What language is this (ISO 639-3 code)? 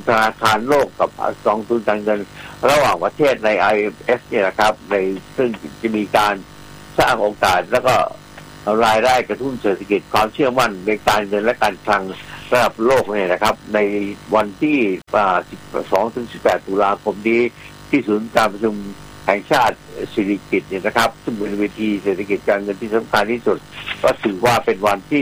tha